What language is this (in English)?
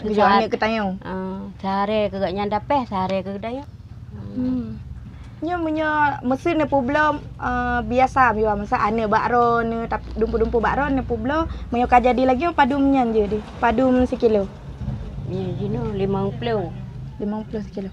Achinese